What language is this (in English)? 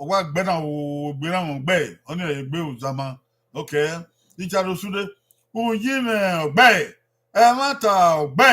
Bini